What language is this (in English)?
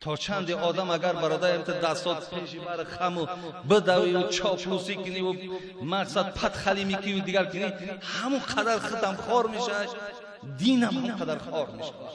Tajik